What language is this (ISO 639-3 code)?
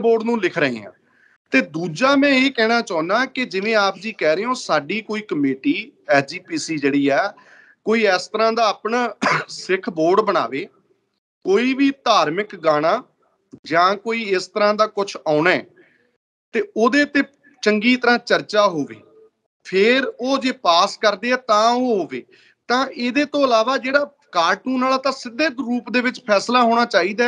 pan